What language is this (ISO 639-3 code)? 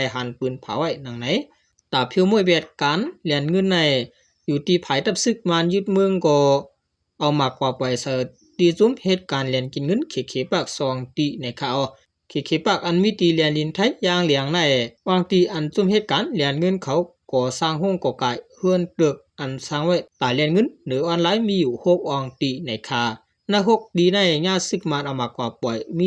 shn